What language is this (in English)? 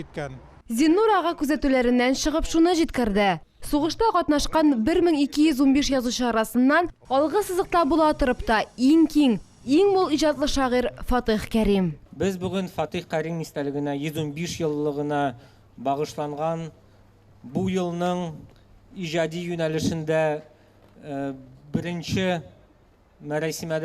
Tatar